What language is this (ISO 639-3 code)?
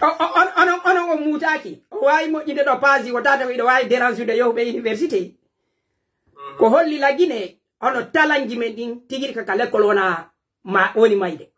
fuf